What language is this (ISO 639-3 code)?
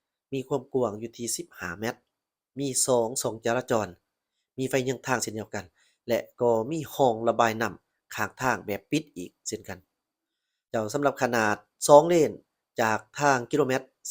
lao